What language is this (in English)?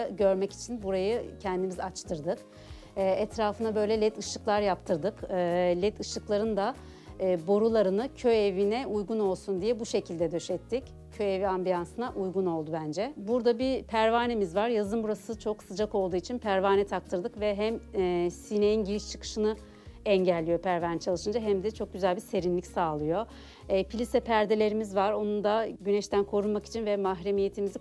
Turkish